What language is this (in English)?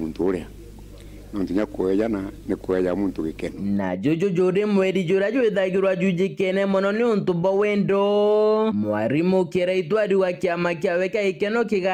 Meru